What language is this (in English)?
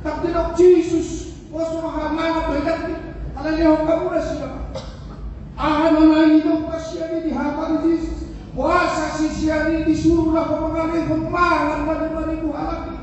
Batak Toba